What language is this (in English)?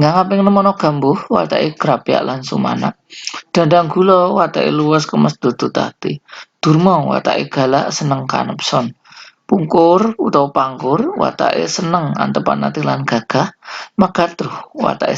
Javanese